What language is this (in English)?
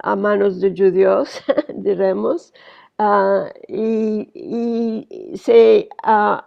Ladino